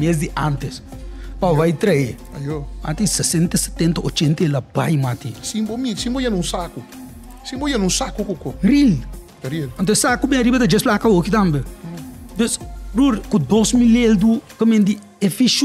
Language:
Papiamento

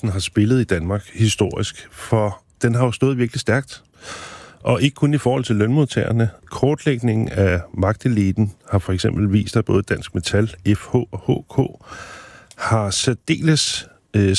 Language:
Danish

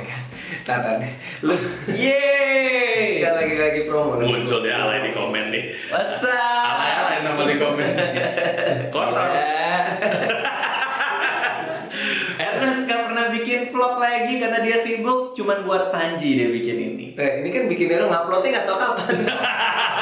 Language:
Indonesian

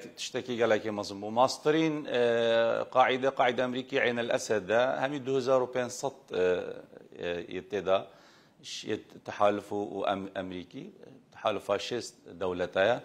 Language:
Kurdish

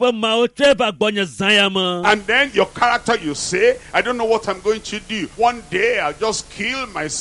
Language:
Ewe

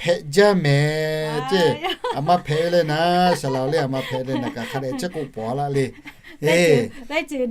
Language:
Lahu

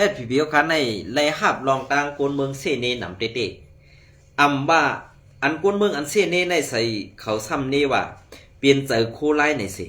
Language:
Shan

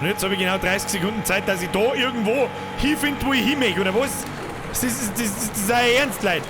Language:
Bavarian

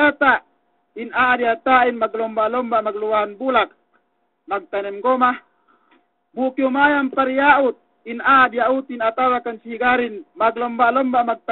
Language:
Yakan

